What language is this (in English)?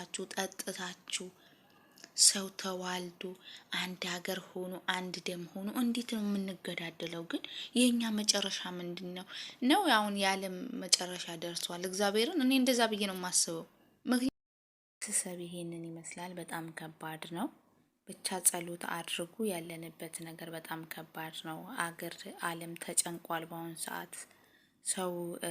Amharic